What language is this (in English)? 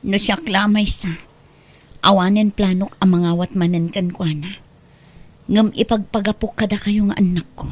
Iloko